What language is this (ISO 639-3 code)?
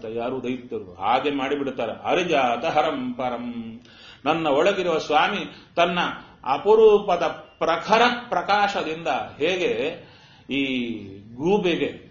kan